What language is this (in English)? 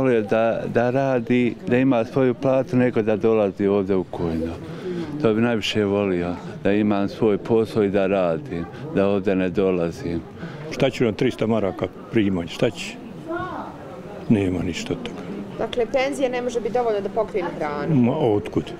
Bosnian